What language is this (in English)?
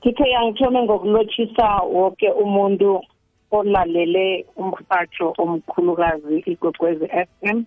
South Ndebele